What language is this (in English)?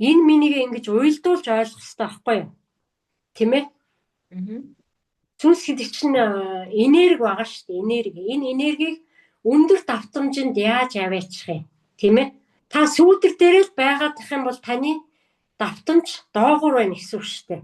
Mongolian